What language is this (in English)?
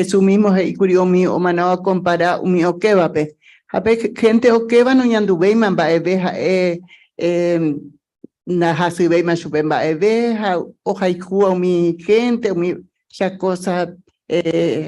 Guarani